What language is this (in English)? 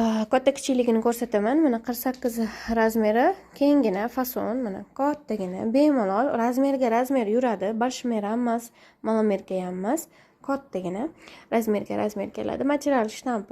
Uzbek